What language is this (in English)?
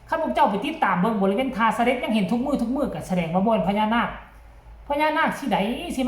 Northeastern Thai